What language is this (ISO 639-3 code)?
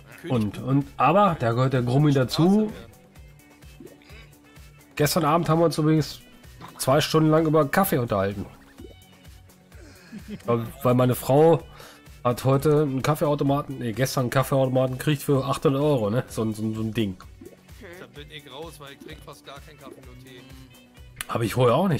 deu